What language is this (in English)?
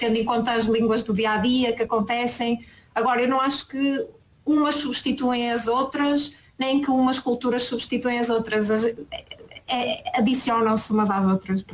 Portuguese